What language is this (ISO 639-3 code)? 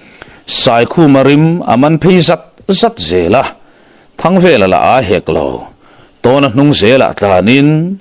lus